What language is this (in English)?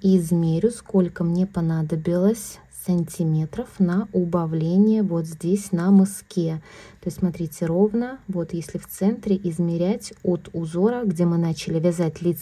Russian